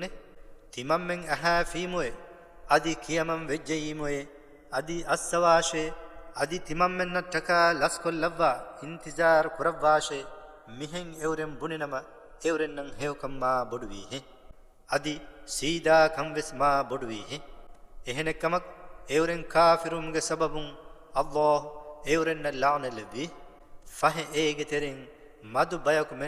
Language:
Divehi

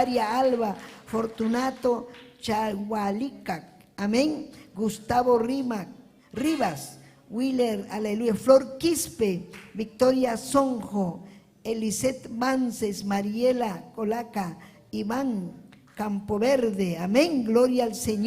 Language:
Ayacucho Quechua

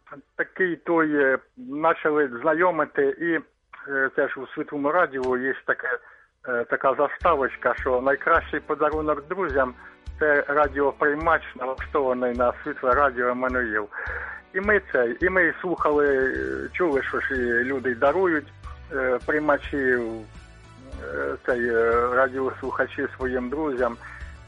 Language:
Ukrainian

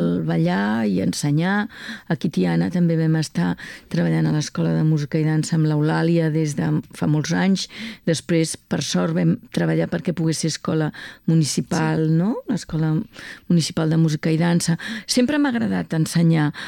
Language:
Catalan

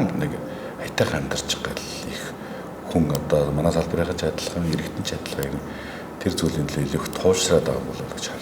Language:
Mongolian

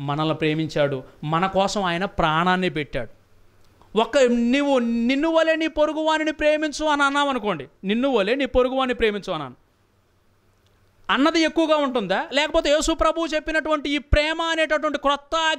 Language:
Telugu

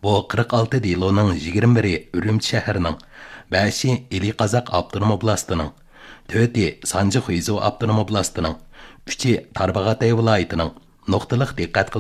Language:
Uyghur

